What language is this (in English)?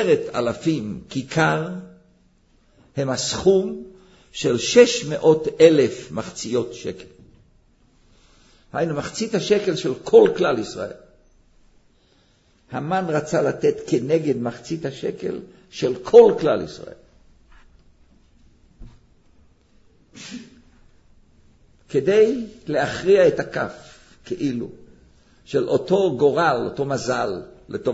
Hebrew